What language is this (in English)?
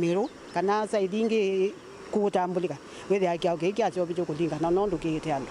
Kamba